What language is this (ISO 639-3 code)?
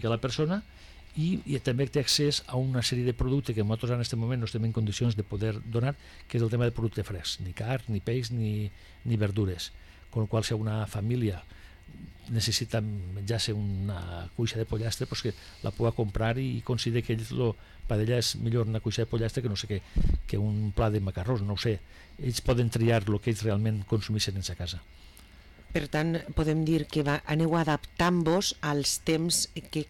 cat